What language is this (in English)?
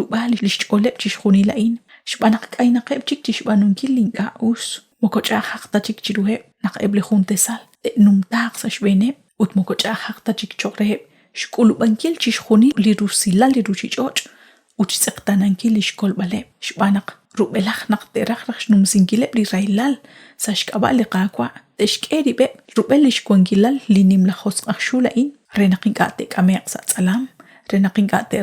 Kekchí